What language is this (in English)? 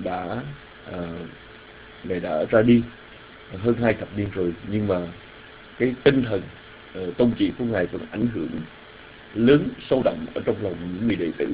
Vietnamese